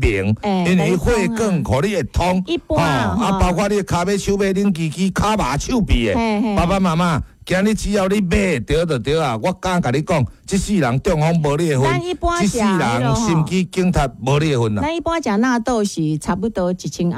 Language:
Min Nan Chinese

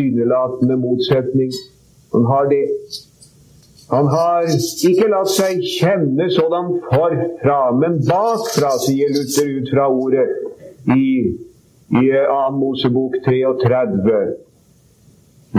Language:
Norwegian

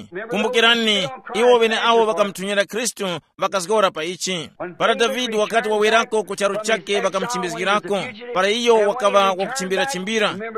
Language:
Tumbuka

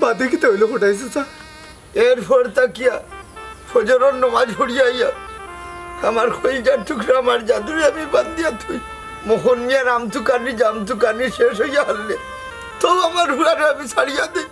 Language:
Sylheti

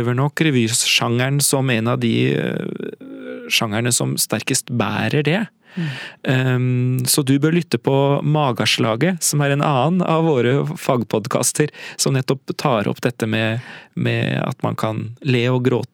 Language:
Norwegian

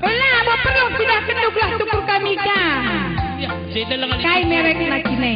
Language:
Batak Karo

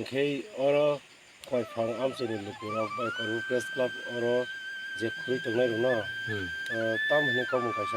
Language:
Kok Borok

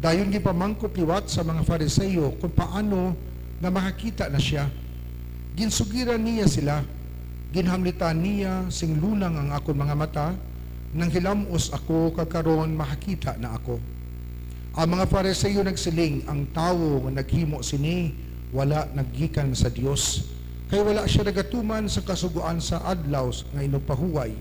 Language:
Hiligaynon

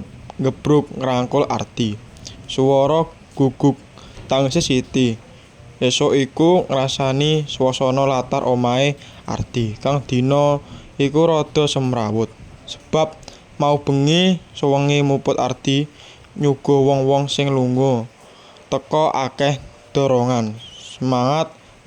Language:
Javanese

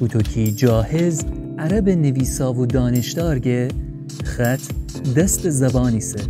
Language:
Gilaki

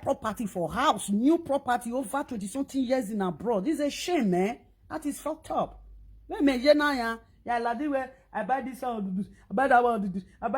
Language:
Nigerian Pidgin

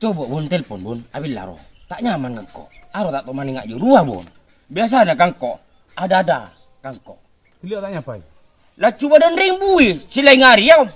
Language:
Madurese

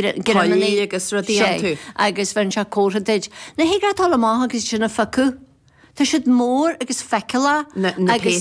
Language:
Irish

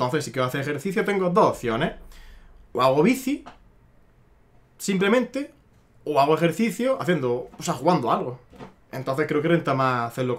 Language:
Spanish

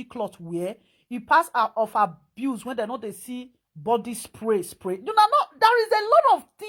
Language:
Nigerian Pidgin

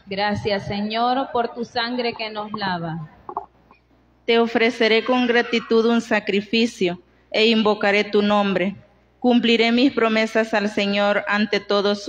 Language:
Spanish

